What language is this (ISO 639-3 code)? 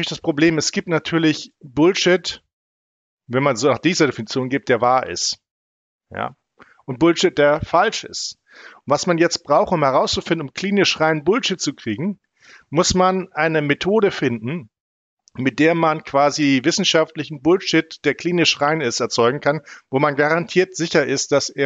deu